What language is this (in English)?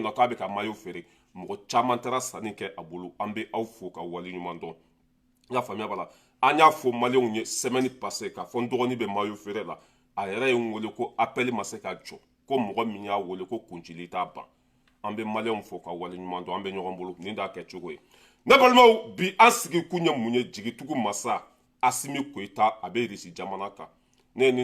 Bambara